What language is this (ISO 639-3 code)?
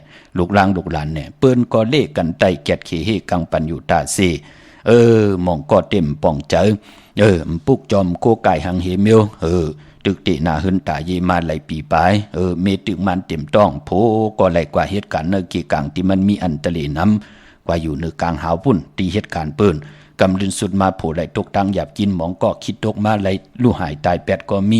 shn